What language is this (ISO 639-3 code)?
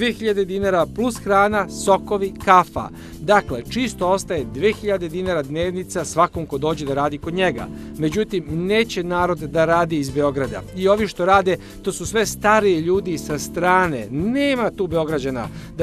srp